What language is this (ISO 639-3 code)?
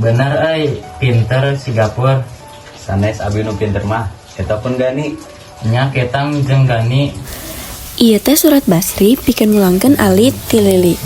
sun